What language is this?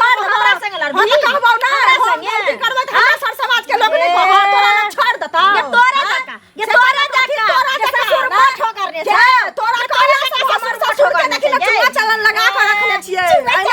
Maithili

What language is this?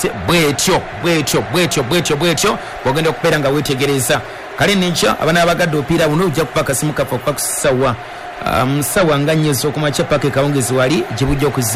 Ganda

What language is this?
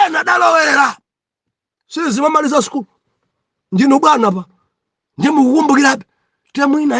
Nyanja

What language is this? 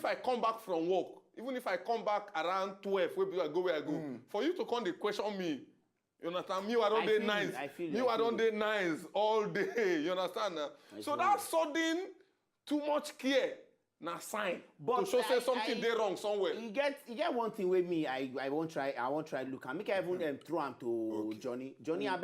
Nigerian Pidgin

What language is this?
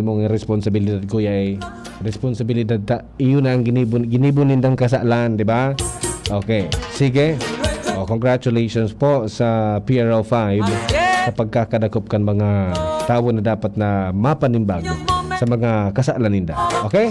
Bikol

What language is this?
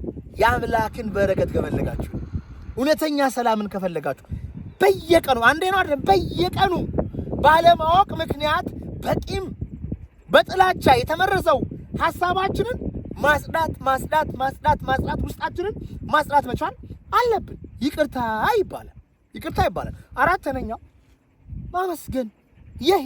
Amharic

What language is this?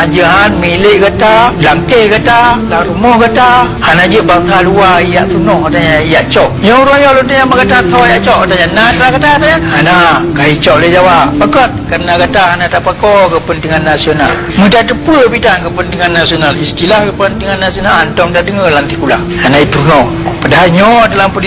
Achinese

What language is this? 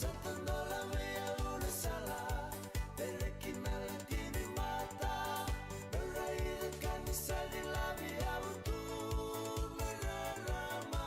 Fijian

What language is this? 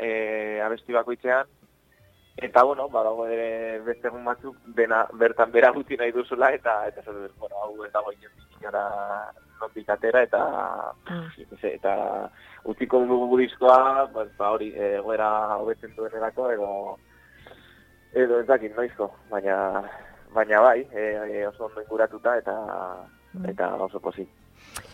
Basque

